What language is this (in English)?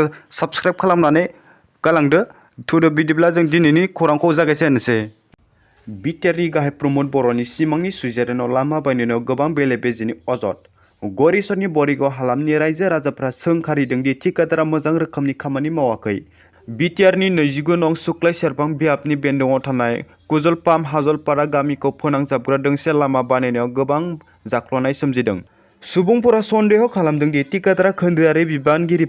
Bodo